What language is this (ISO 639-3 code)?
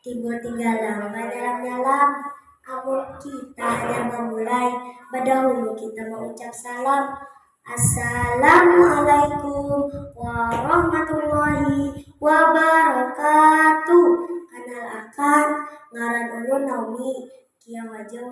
bjn